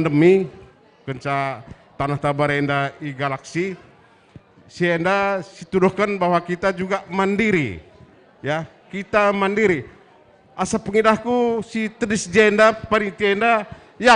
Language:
Batak Karo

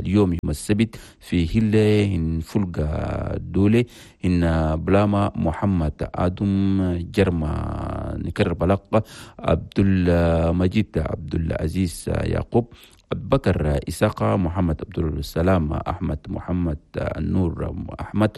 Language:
Chadian Arabic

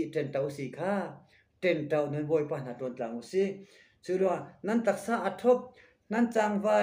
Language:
Falam Chin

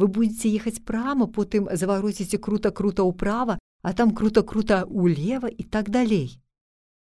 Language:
Belarusian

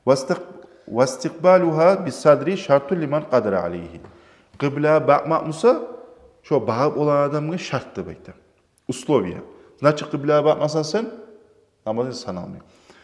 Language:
Kumyk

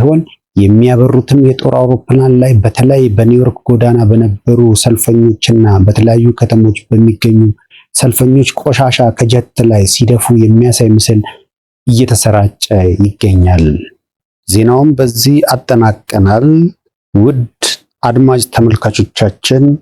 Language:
Amharic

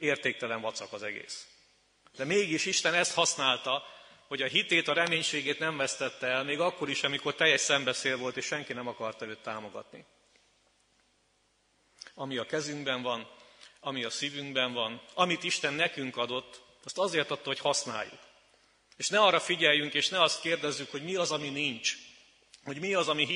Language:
Hungarian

